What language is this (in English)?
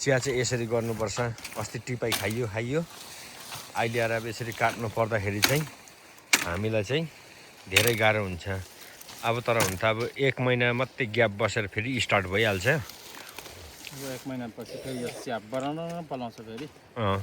Nepali